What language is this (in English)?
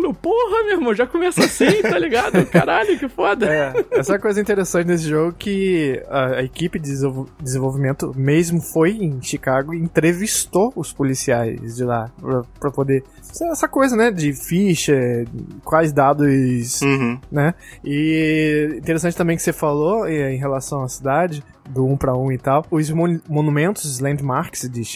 Portuguese